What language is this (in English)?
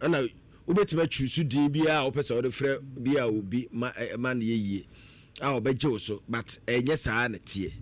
Akan